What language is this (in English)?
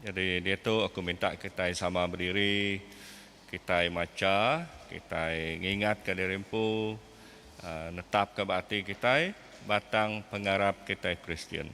Iban